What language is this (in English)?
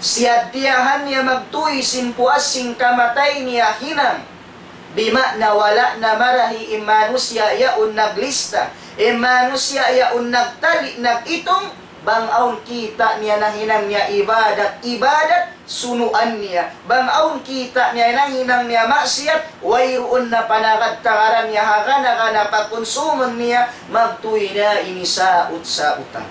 Tausug